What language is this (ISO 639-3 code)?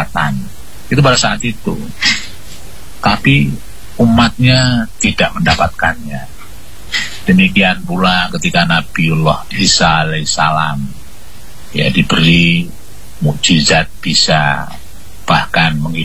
ind